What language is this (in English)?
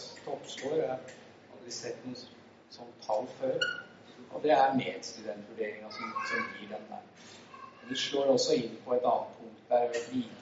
Norwegian